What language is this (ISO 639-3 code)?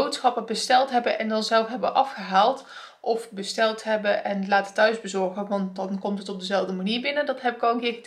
nld